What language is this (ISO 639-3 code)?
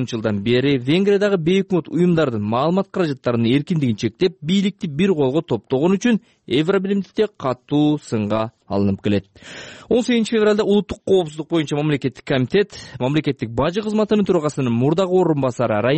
kir